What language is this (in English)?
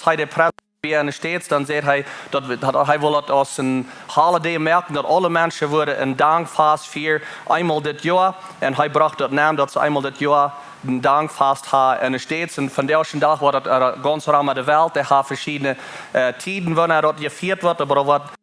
Plautdietsch